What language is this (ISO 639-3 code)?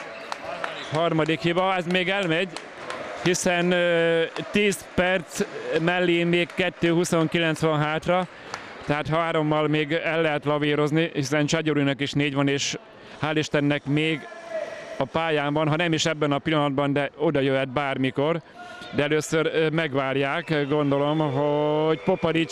hun